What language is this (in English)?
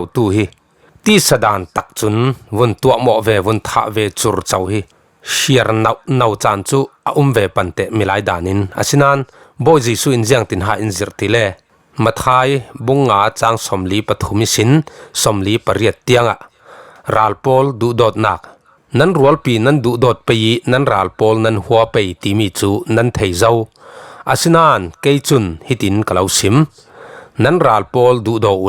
Falam Chin